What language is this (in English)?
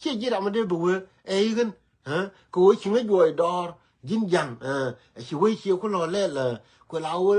Nuer